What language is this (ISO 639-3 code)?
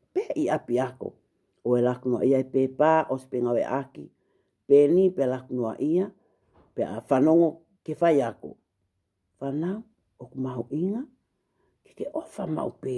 ton